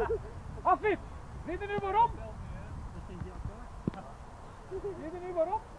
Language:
Dutch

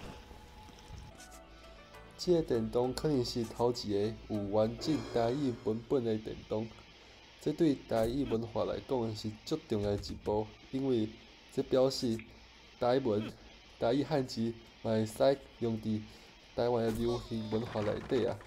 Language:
Min Nan Chinese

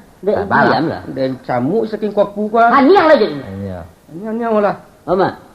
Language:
Minangkabau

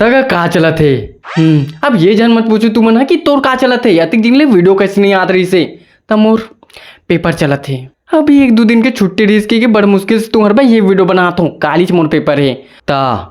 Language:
Chhattisgarhi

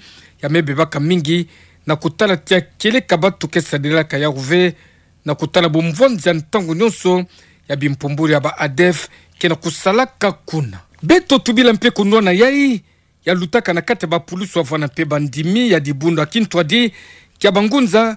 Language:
Kituba (Democratic Republic of Congo)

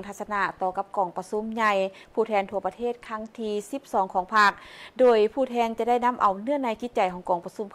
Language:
Lao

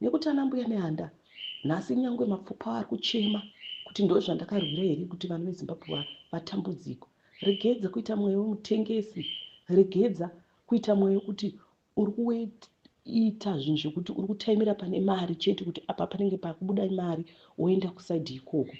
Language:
Shona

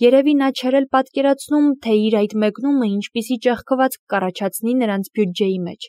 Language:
Armenian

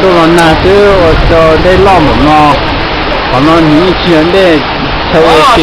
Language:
Hmong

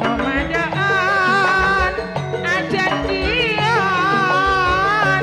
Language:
Madurese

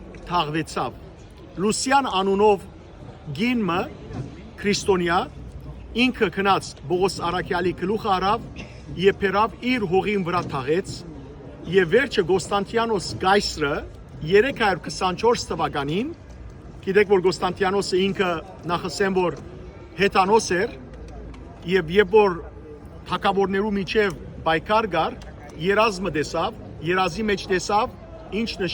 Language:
Western Armenian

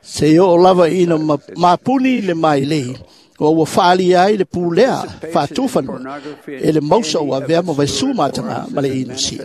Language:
Samoan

